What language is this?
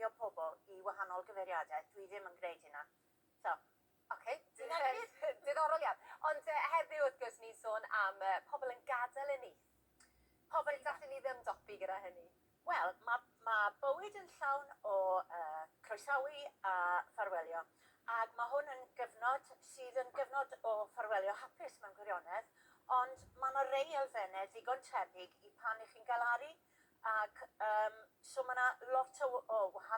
Welsh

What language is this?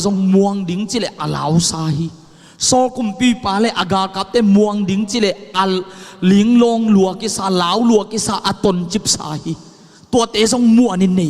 Tedim Chin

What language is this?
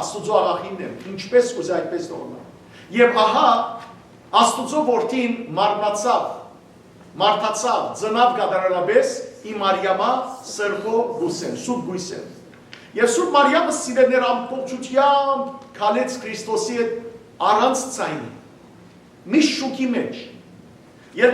Western Armenian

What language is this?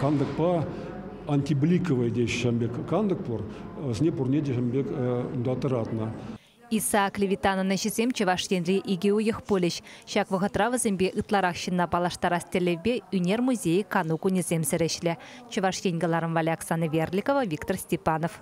Chuvash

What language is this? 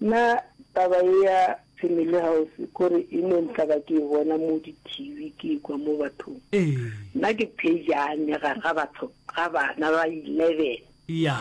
Northern Sotho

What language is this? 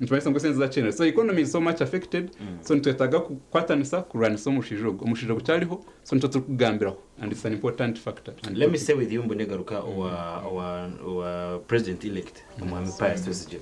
Nyankole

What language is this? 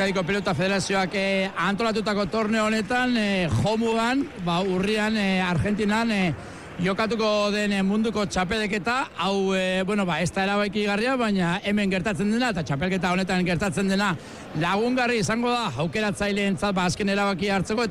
Basque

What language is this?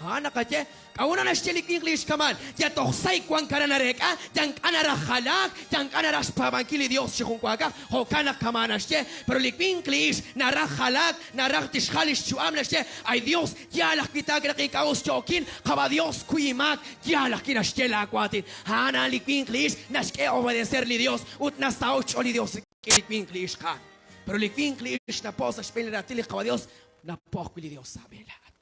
Kekchí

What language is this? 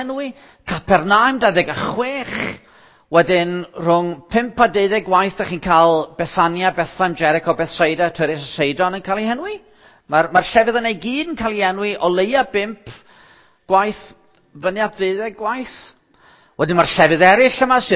Welsh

